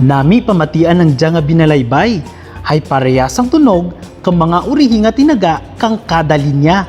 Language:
Kinaray-a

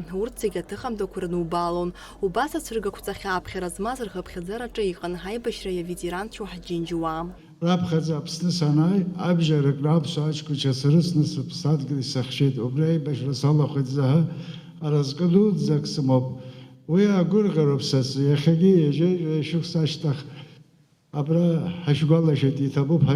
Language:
Abkhazian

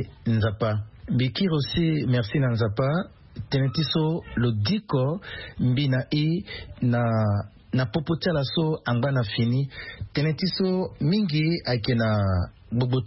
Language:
Sango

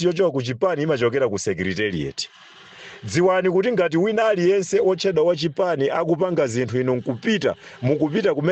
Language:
Nyanja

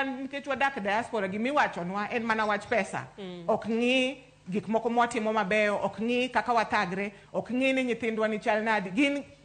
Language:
Luo (Kenya and Tanzania)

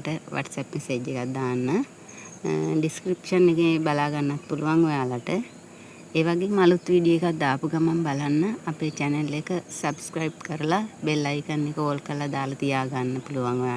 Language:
Sinhala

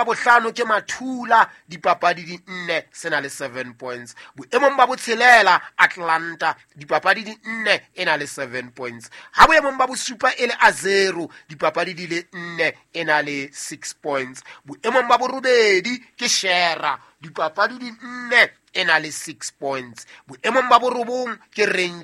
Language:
Southern Sotho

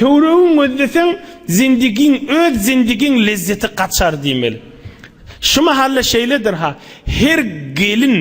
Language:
Turkmen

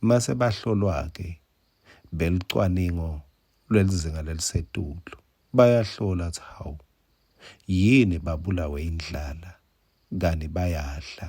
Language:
Swati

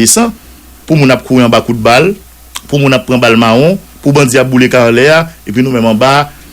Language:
Haitian Creole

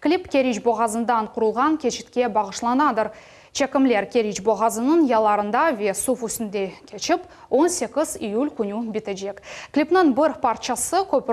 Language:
Crimean Tatar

